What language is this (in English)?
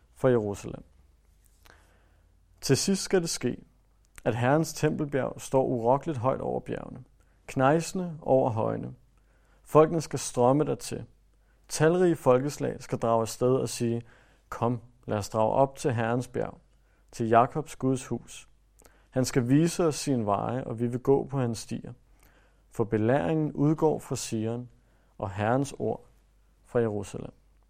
Danish